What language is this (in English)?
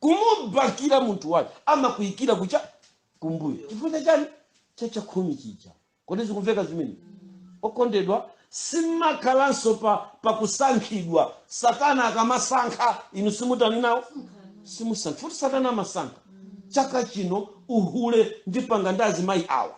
Nyanja